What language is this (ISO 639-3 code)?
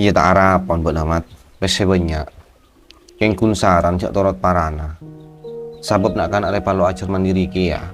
mad